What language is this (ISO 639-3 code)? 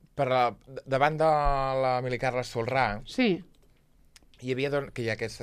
cat